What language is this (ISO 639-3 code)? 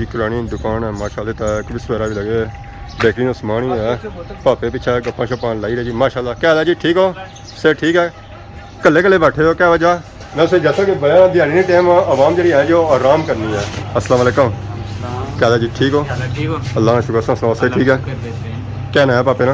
phr